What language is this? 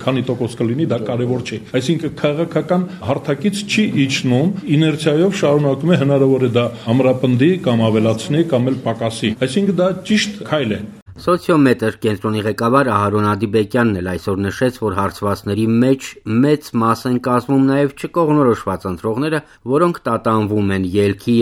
Armenian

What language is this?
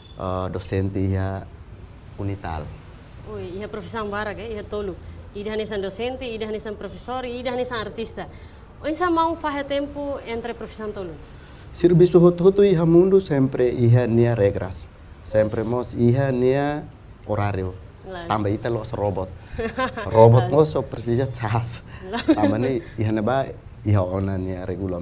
Tetum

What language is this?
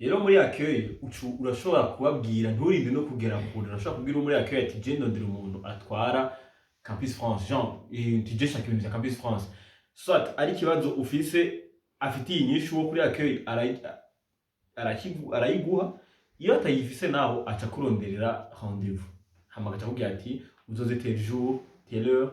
Rundi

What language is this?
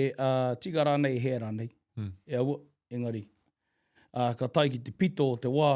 Māori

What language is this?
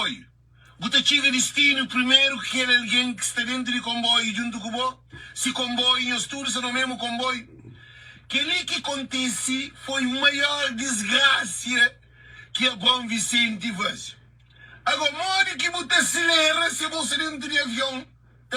Kabuverdianu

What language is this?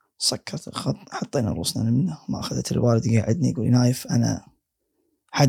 Gulf Arabic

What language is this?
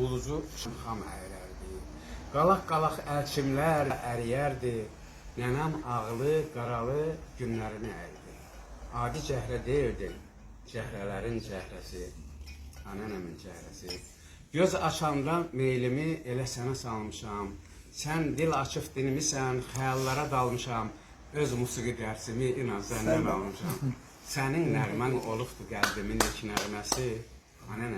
Azerbaijani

